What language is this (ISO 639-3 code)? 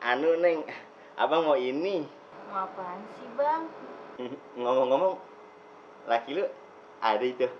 bew